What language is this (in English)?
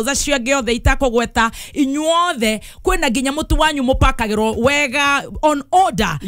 Kikuyu